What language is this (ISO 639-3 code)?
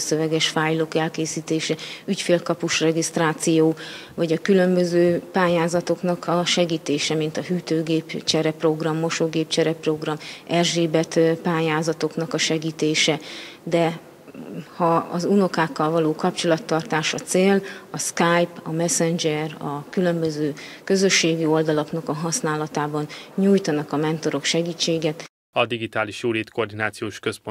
hun